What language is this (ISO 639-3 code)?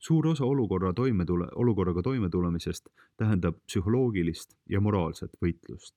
est